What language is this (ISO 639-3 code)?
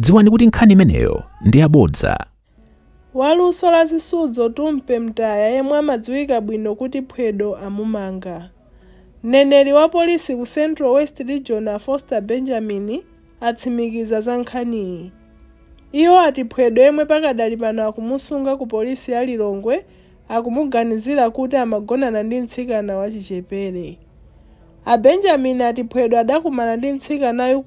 nya